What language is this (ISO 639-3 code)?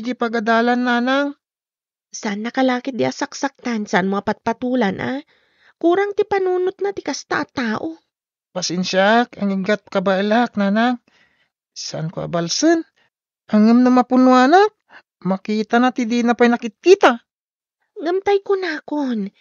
ilo